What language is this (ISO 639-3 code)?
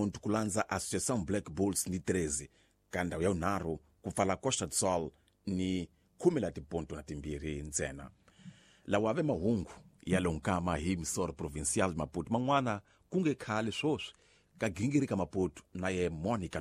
tso